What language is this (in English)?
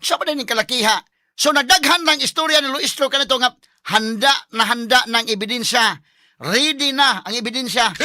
Cebuano